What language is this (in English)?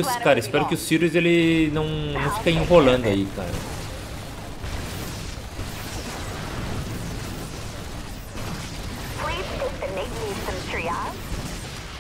Portuguese